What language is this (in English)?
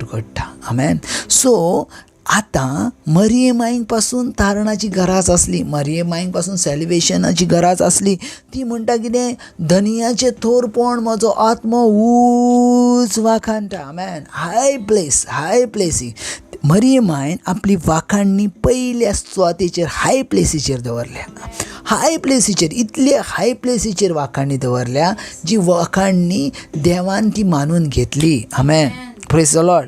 Konkani